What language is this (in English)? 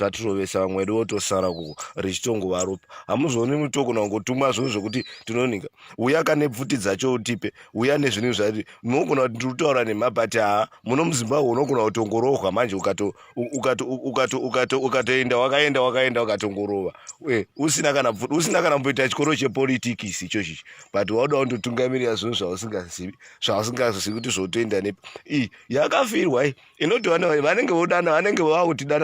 Shona